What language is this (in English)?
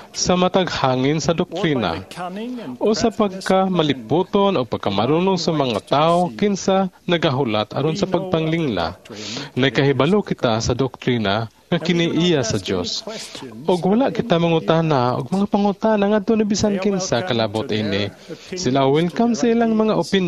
Cebuano